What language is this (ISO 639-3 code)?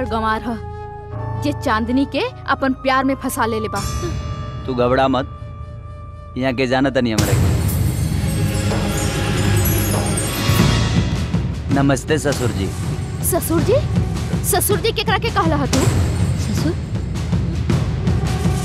bho